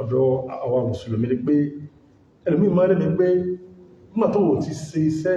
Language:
Yoruba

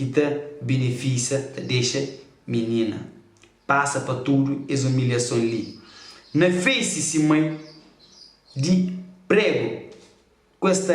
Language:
Kabuverdianu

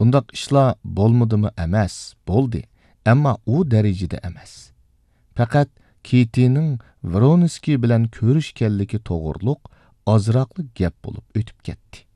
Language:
Uyghur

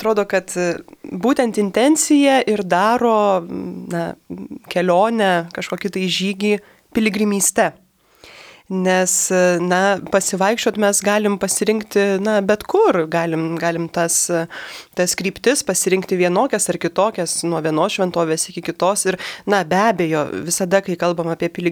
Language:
Lithuanian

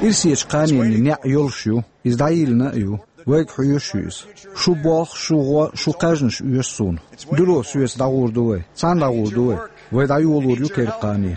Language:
Chechen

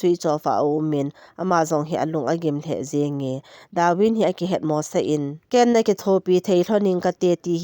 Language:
Thado Chin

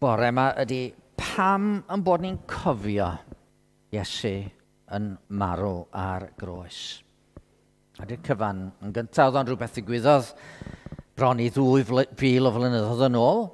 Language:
Welsh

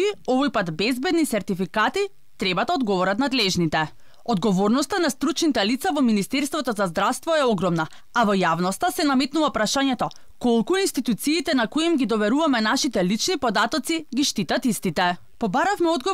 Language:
Macedonian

